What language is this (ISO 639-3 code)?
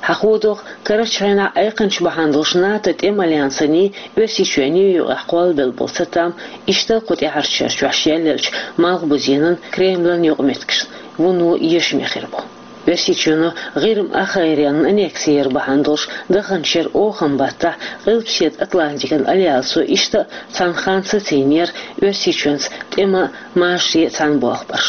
che